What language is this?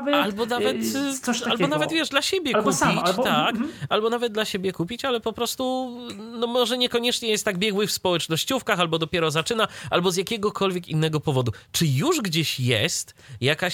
Polish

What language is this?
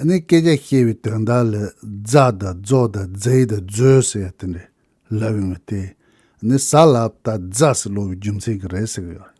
Tibetan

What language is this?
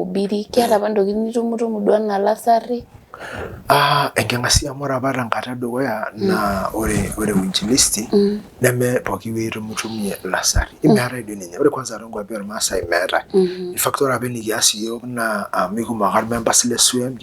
Masai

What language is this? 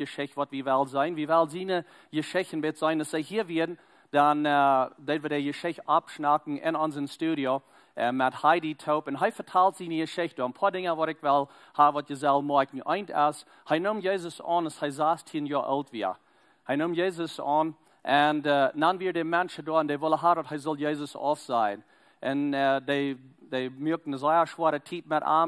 Plautdietsch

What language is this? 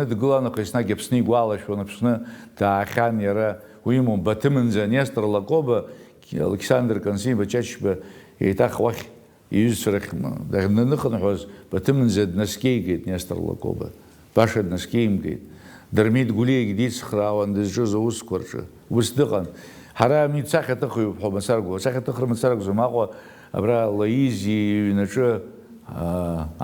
Abkhazian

